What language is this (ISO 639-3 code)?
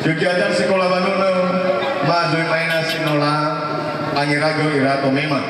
nia